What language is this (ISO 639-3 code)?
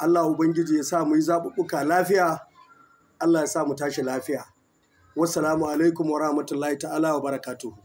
hau